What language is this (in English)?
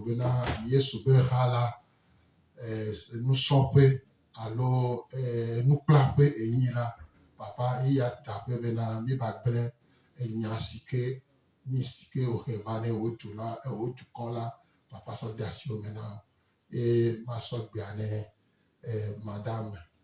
Gen